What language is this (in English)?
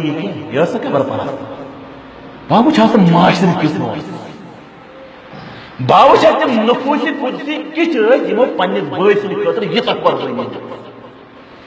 Kashmiri